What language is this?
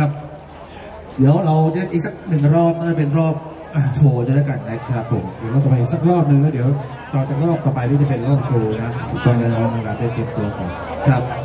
Thai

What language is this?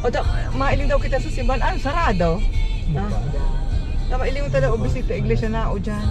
Bikol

